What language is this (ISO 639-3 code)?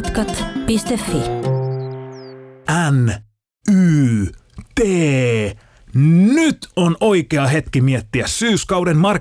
fin